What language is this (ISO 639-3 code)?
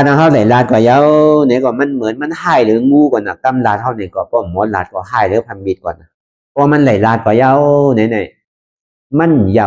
shn